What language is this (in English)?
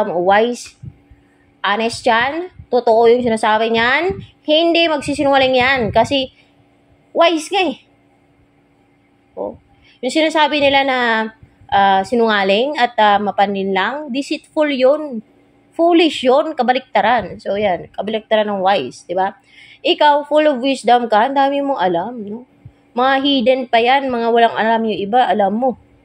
Filipino